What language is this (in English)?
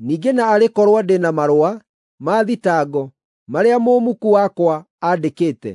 Kikuyu